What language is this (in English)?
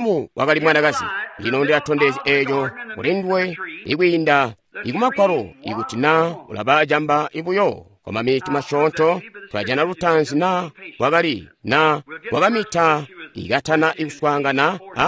Tonga (Zambia)